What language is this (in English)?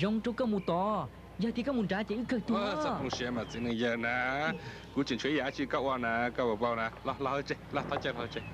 Hmong